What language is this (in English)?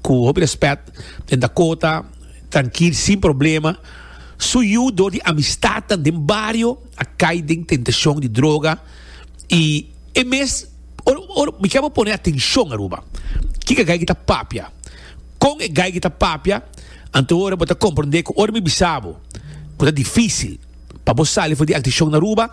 Papiamento